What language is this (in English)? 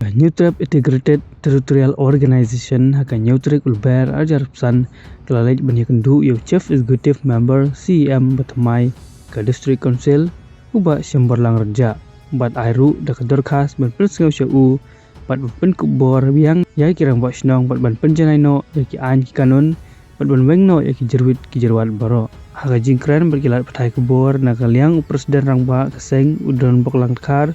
Khasi